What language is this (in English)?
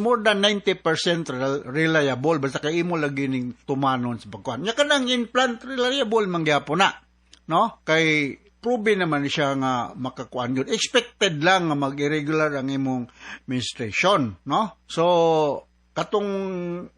Cebuano